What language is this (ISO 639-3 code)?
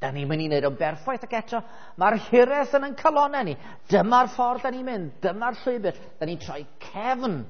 cym